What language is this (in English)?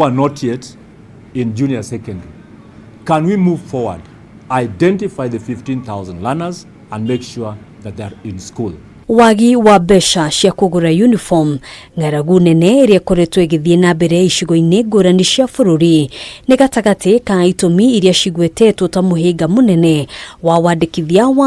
Kikuyu